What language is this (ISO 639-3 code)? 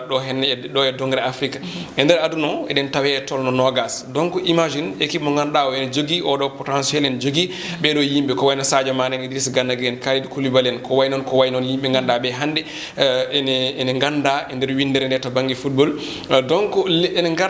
ful